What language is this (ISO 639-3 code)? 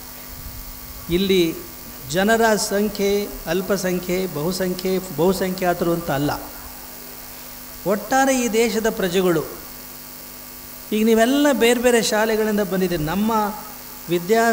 kan